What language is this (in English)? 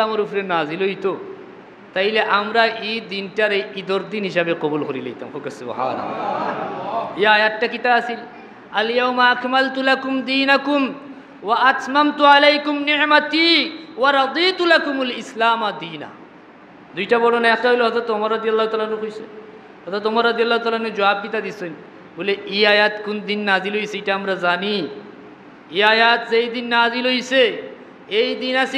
Sylheti